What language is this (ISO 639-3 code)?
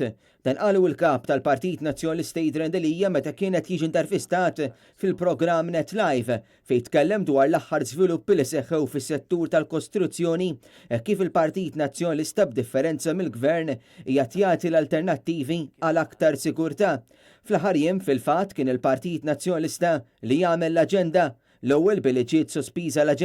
mlt